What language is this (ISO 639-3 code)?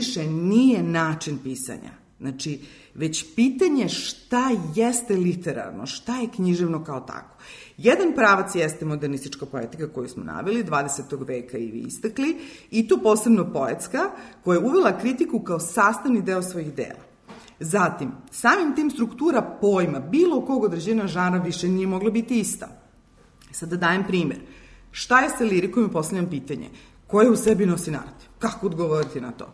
srp